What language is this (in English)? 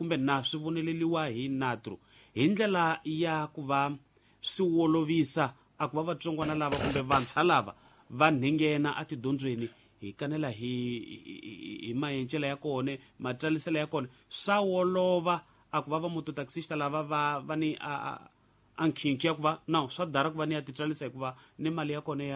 Tsonga